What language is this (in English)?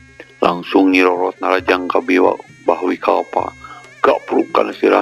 Sundanese